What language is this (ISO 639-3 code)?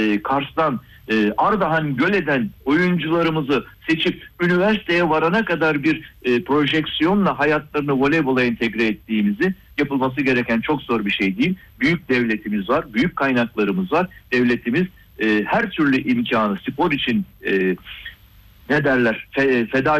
tur